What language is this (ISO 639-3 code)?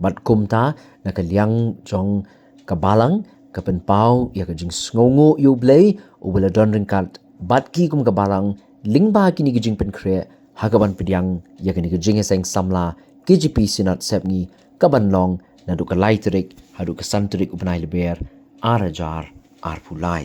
kha